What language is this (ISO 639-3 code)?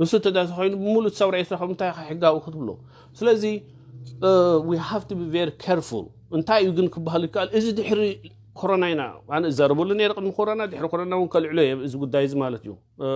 tir